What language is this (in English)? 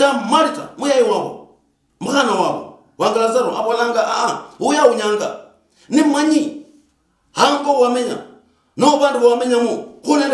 Luyia